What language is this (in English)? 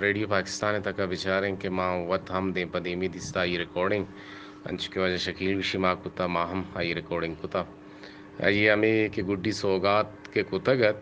Eastern Balochi